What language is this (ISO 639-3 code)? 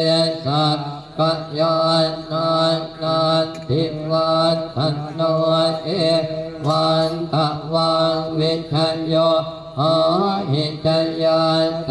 pli